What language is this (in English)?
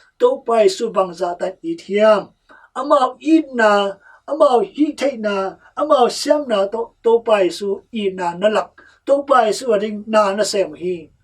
Tedim Chin